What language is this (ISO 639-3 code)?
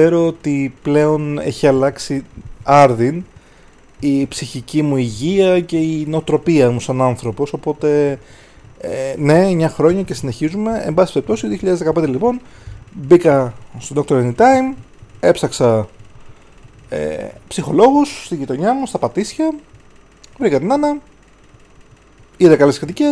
ell